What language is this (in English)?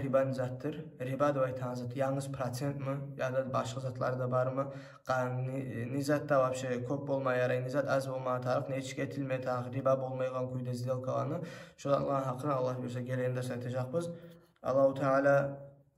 Kumyk